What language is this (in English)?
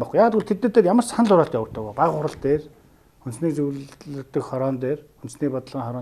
Mongolian